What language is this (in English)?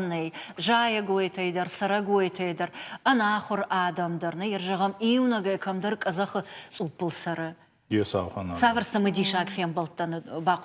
Ossetic